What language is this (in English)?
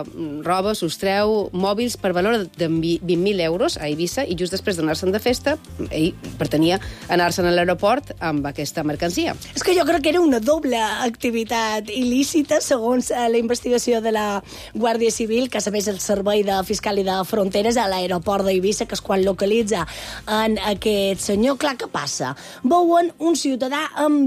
Catalan